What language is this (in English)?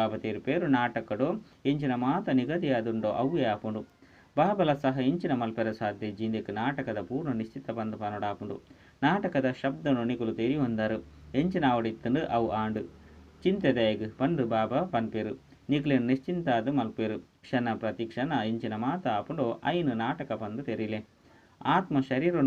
Tulu